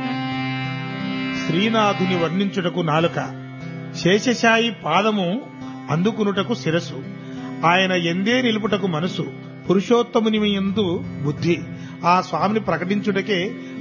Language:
Telugu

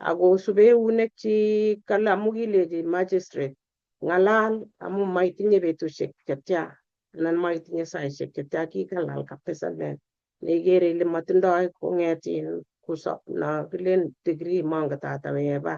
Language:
Kalenjin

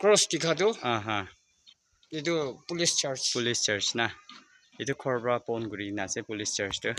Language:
Naga Pidgin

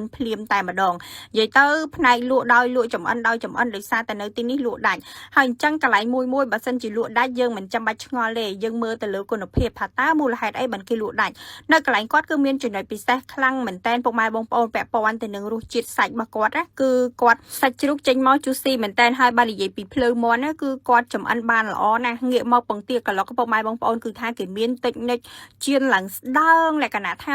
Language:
Khmer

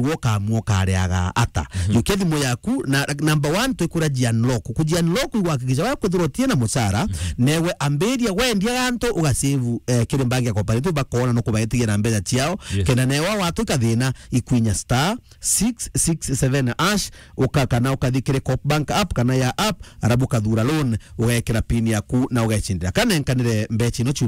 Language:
Meru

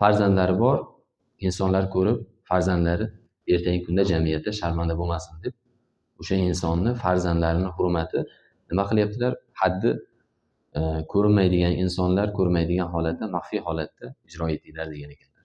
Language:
Uzbek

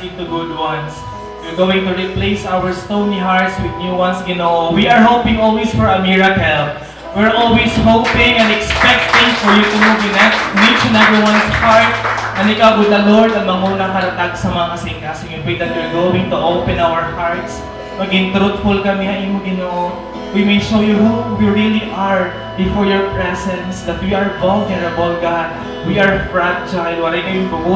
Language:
Waray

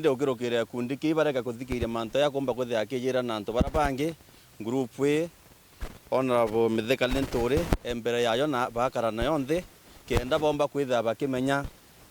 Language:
Meru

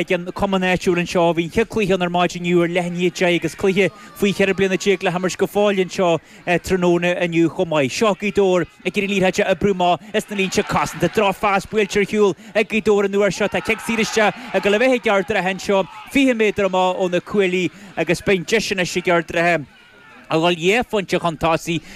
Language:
Irish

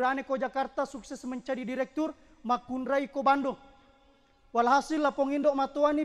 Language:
Buginese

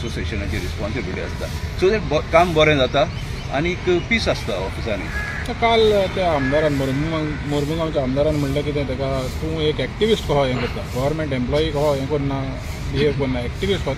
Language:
Konkani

